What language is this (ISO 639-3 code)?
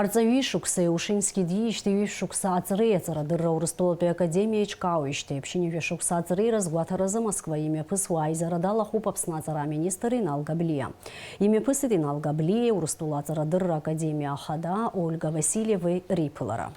abk